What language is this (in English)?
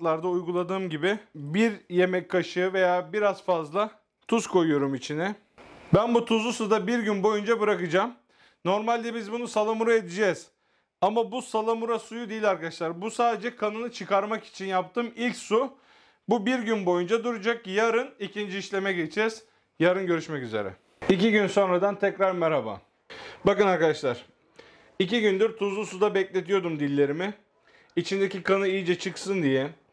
Turkish